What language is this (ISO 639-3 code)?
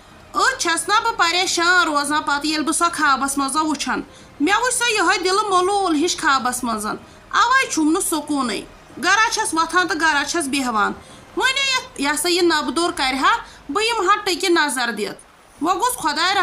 kas